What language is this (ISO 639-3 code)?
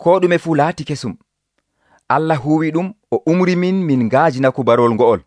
fuv